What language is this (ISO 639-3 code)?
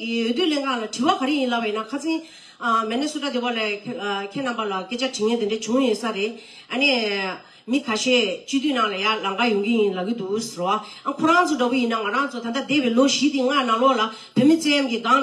bod